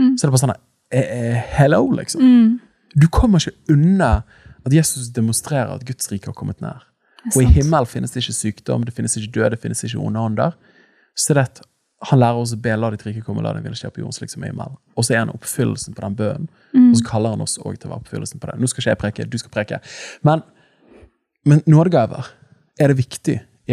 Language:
Norwegian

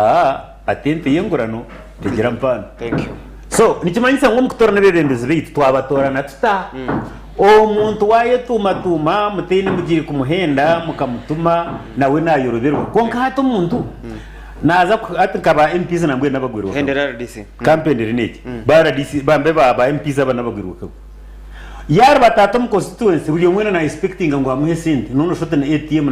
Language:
Nyankole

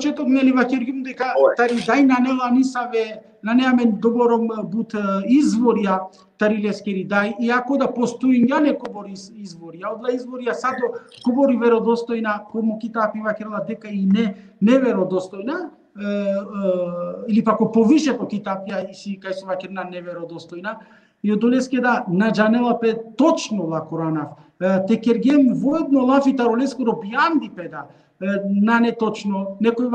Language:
Balkan Romani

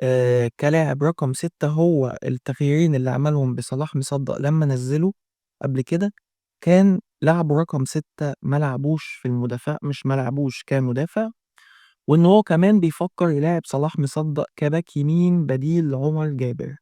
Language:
Egyptian Arabic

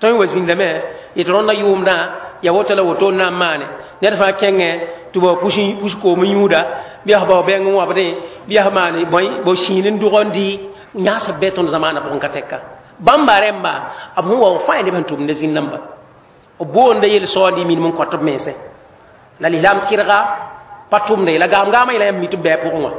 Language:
Mossi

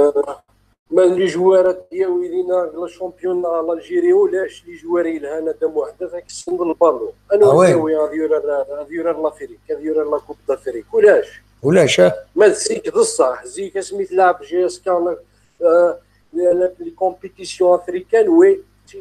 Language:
Kabyle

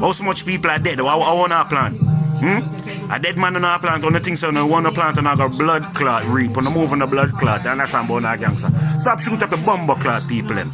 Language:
Jamaican Creole English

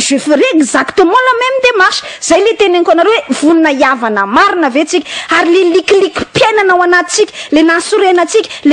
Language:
Malagasy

